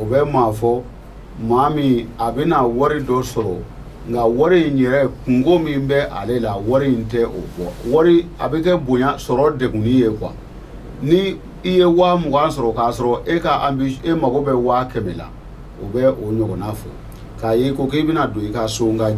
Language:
Bambara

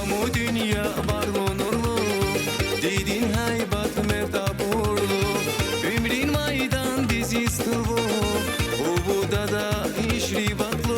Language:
Tabassaran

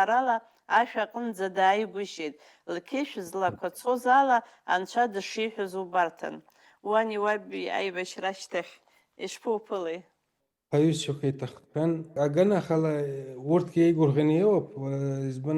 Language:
Abkhazian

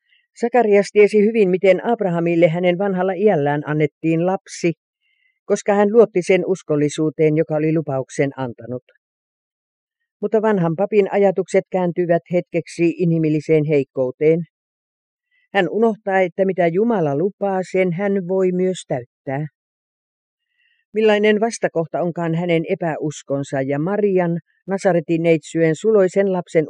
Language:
Finnish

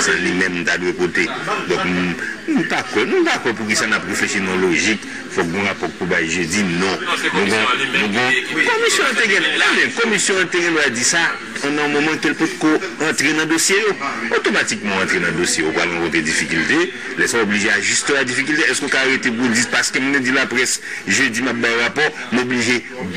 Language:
Haitian Creole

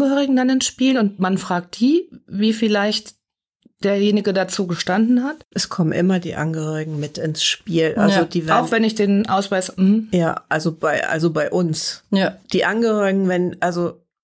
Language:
German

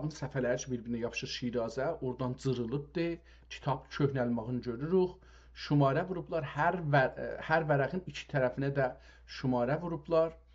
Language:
South Azerbaijani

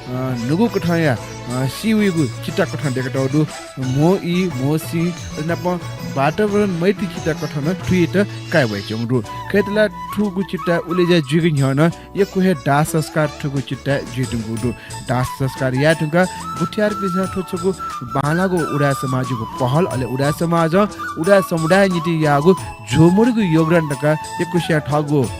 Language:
Newari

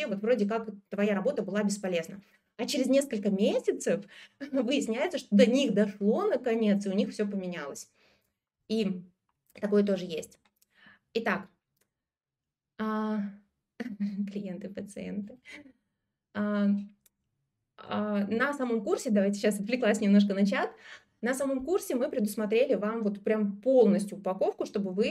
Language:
Russian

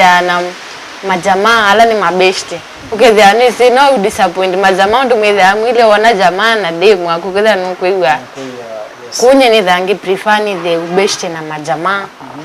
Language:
Kamba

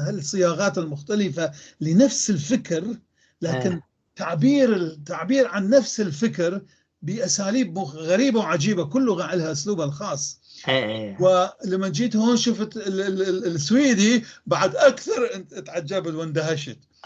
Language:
North Levantine Arabic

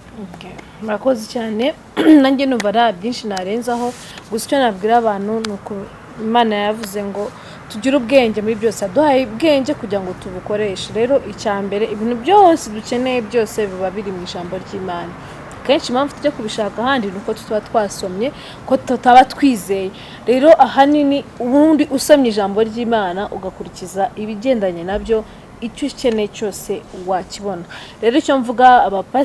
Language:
Kinyarwanda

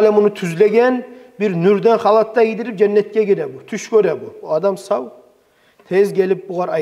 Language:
Kumyk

